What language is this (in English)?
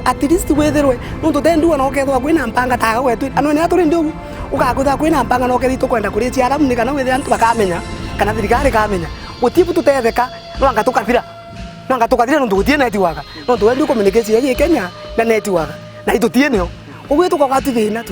Meru